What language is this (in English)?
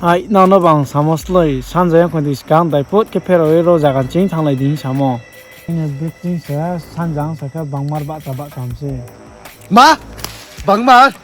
Riang (India)